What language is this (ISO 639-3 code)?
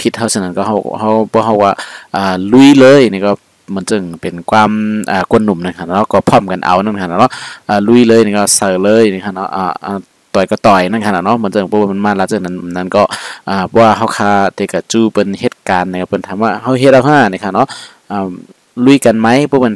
shn